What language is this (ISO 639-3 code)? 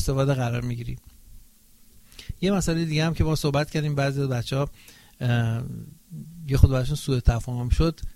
fas